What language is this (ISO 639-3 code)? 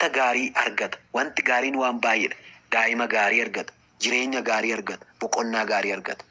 orm